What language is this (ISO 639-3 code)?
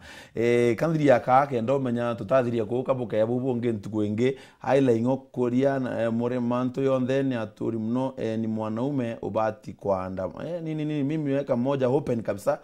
mer